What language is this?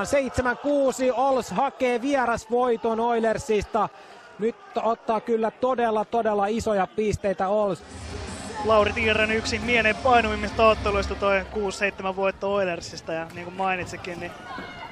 Finnish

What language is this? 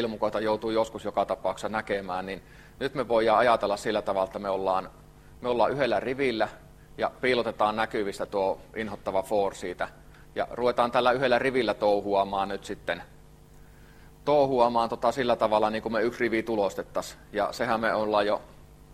Finnish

